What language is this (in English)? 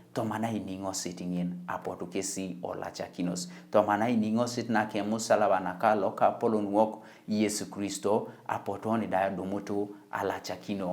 Teso